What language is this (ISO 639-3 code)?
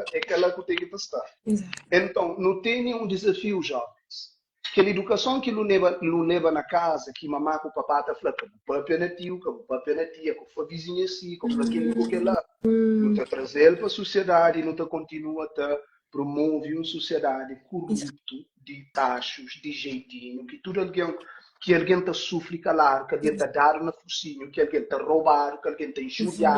kea